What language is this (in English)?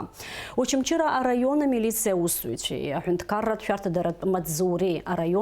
Abkhazian